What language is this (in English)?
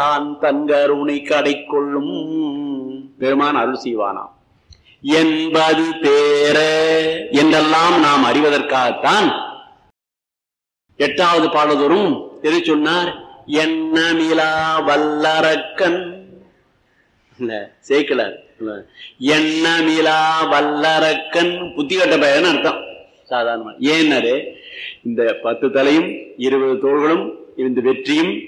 Tamil